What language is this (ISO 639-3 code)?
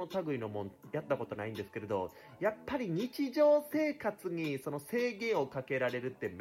jpn